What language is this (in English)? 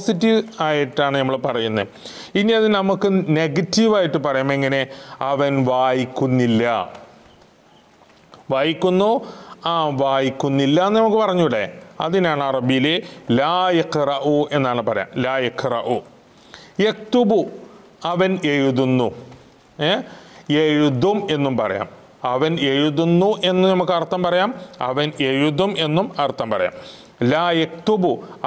Malayalam